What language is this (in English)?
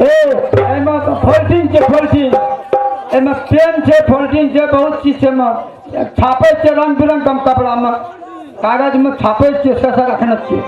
Maithili